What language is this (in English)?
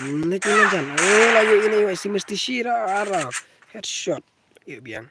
Khasi